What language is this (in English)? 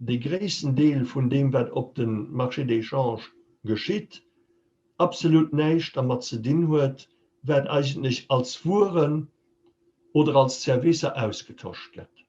Luxembourgish